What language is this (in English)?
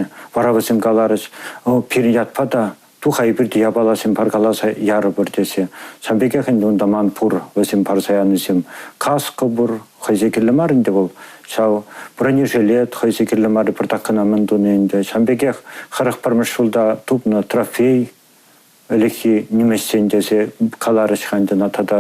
Chuvash